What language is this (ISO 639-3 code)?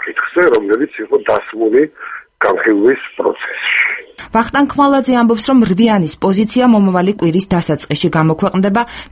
kat